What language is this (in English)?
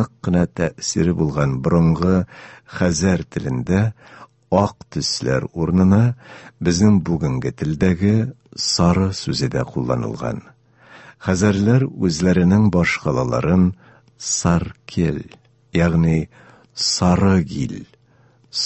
Tatar